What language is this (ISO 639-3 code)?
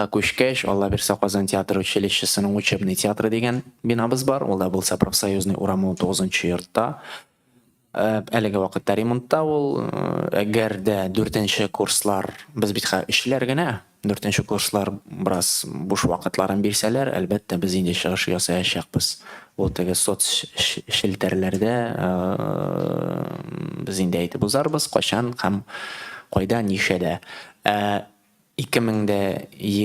tat